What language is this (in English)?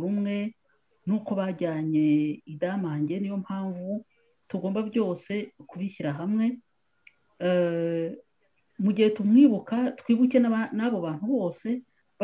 Kinyarwanda